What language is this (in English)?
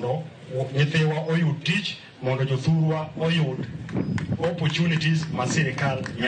Luo (Kenya and Tanzania)